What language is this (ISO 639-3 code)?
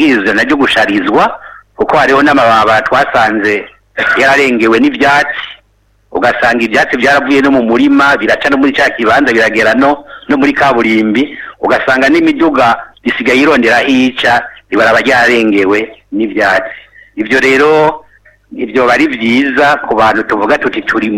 run